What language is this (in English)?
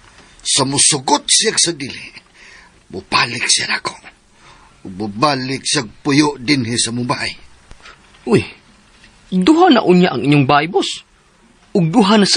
Cebuano